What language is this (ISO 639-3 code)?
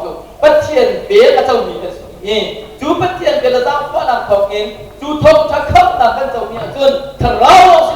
cnh